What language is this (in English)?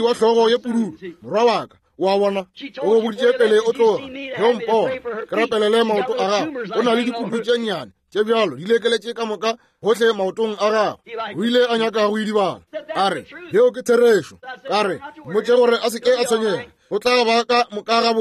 Northern Sotho